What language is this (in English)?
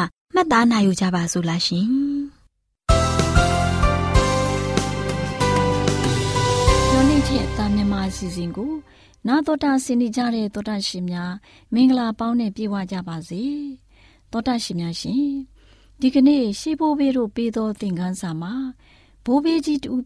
Burmese